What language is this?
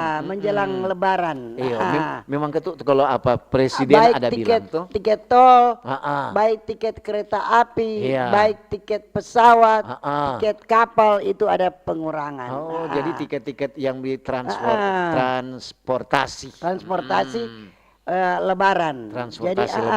Manado Malay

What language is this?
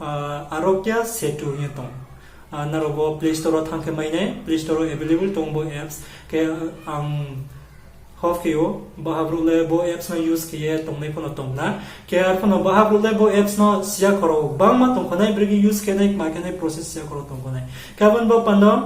Riang (India)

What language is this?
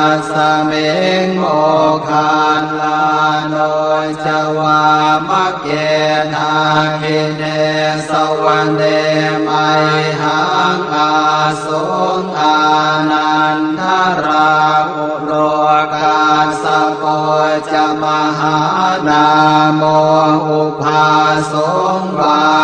Pali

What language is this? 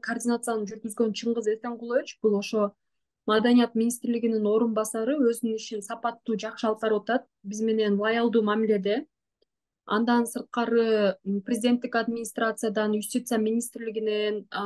Kyrgyz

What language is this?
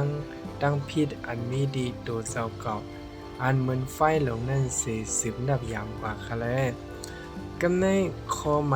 Shan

